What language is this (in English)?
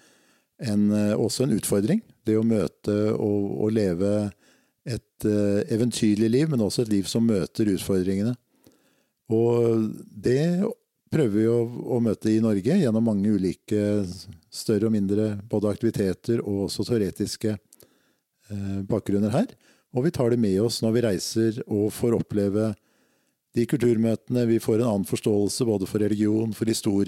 Norwegian